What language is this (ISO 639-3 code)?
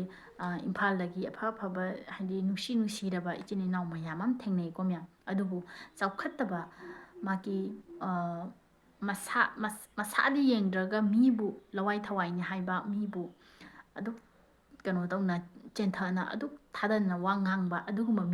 mni